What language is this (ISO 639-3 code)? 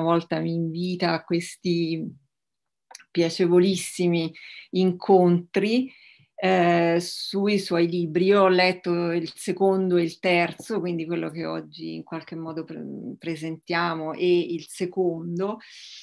ita